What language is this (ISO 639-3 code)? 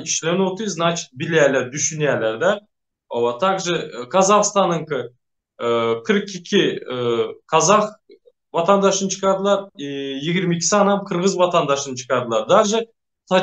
tuk